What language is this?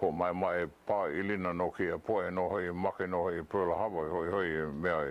Hawaiian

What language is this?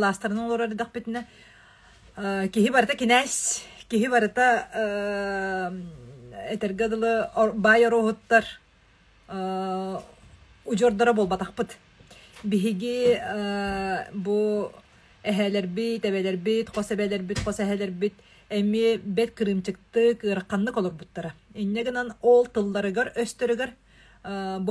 Yakut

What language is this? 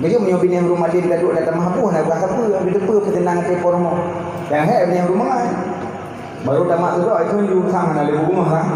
Achinese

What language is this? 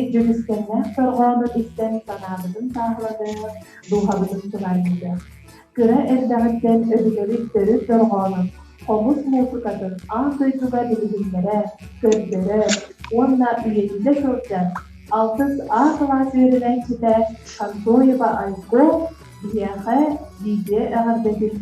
Yakut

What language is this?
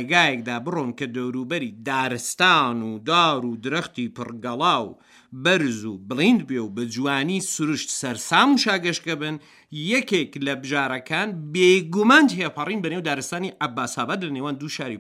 Central Kurdish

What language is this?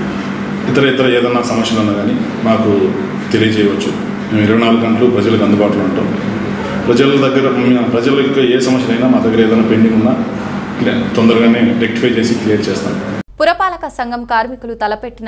Telugu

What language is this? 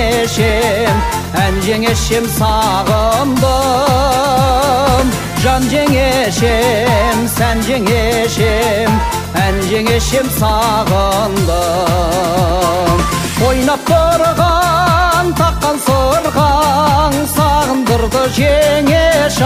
Kazakh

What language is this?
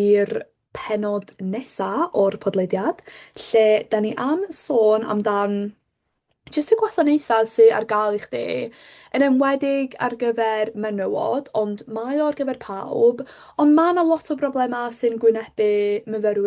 Welsh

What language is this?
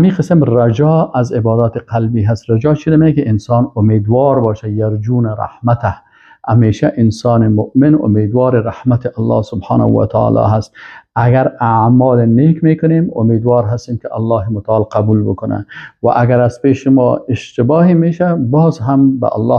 Persian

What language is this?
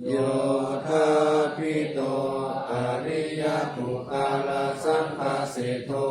Pali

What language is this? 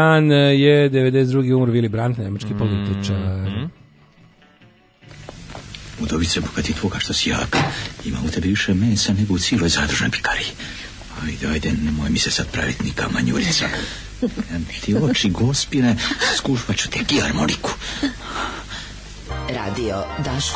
Serbian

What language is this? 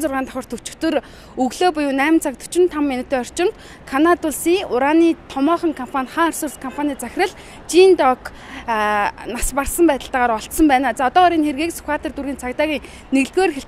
Mongolian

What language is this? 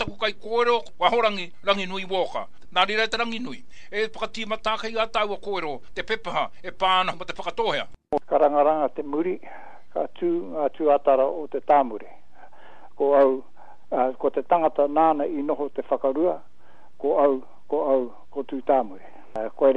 Māori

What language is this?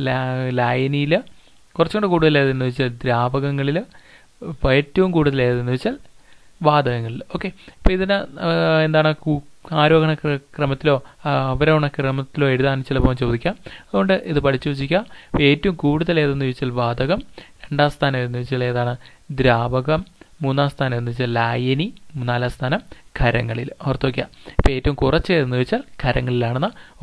Malayalam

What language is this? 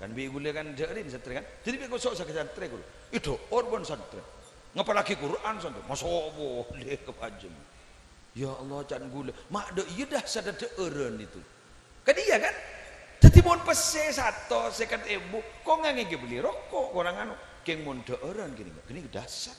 Madurese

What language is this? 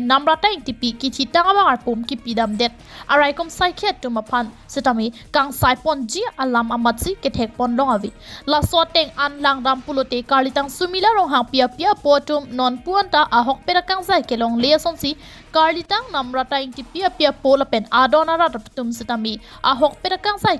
Karbi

